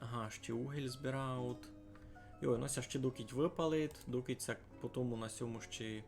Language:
Rusyn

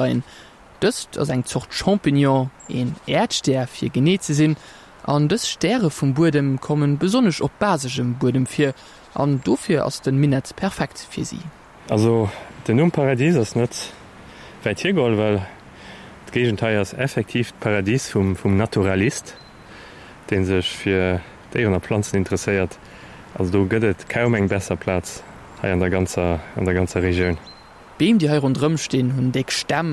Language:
Luxembourgish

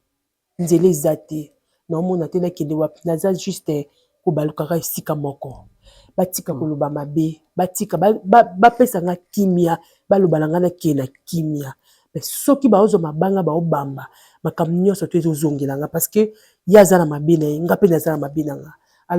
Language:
Lingala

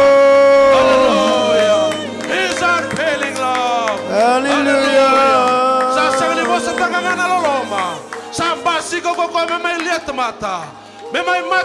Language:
Fijian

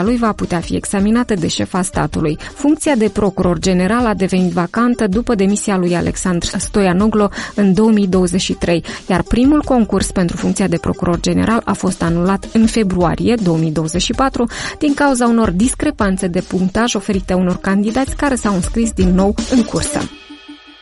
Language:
Romanian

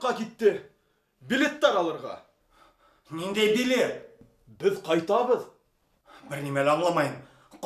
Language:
Bashkir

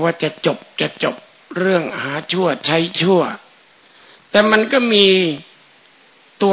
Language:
Thai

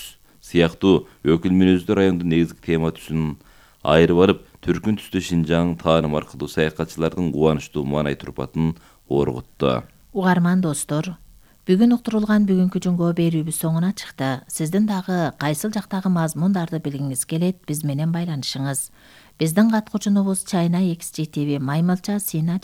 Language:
Kyrgyz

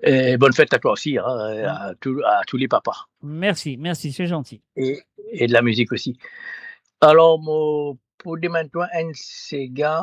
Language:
Morisyen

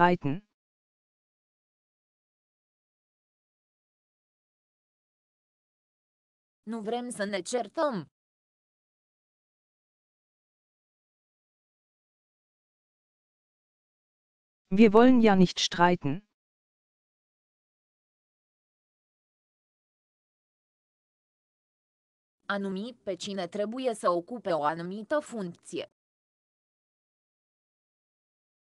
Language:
Romanian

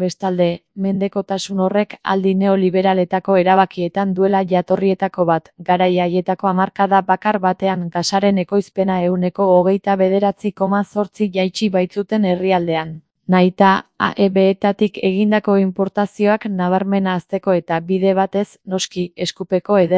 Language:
Basque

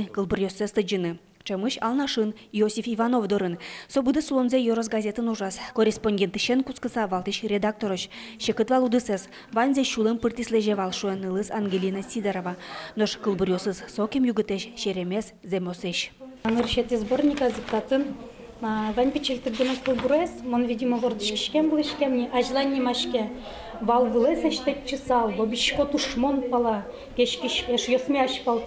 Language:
Udmurt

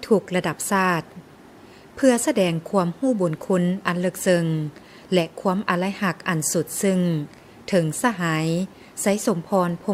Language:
Lao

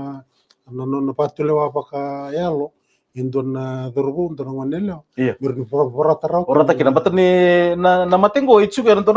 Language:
Fijian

